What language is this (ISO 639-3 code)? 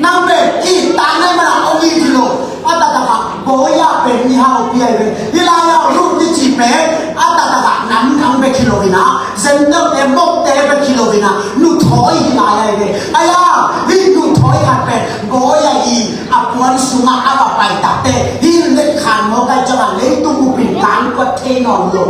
ctd